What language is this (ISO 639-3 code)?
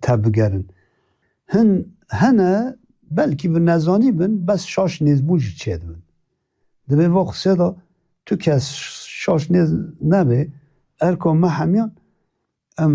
kur